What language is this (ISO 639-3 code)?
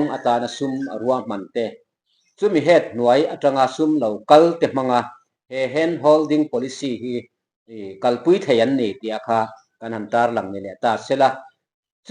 lus